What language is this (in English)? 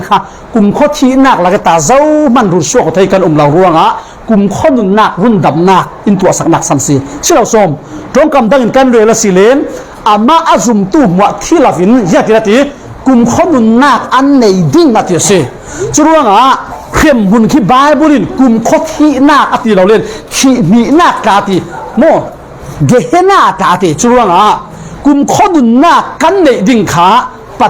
Falam Chin